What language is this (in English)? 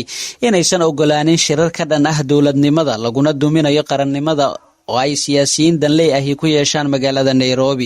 Somali